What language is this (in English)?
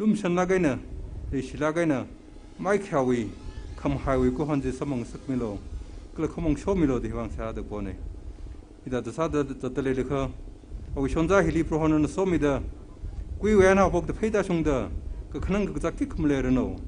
Tangkhul Naga (India)